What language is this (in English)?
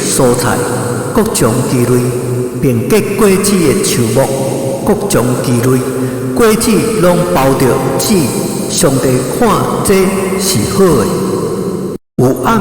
Min Nan Chinese